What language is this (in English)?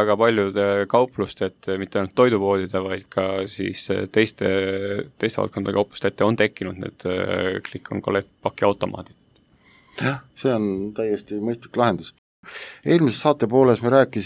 Estonian